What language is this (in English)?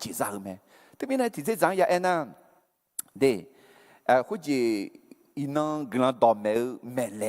Akha